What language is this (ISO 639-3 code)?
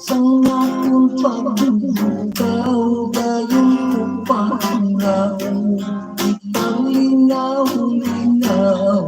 hil